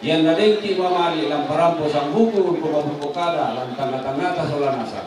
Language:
Toraja-Sa'dan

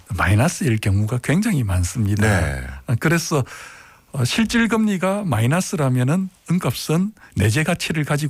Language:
Korean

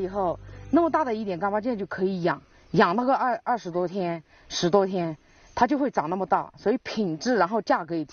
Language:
Chinese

